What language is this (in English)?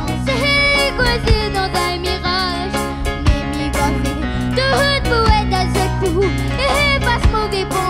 Réunion Creole French